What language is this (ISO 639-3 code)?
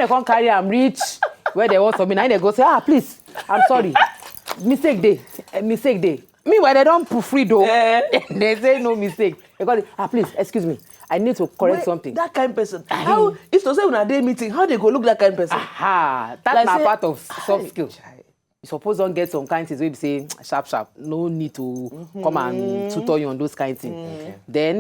pcm